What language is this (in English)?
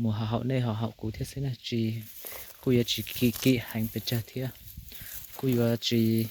Hmong